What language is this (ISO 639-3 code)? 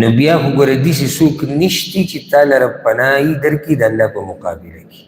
pus